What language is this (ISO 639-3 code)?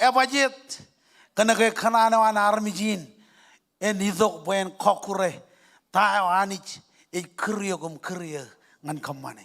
mah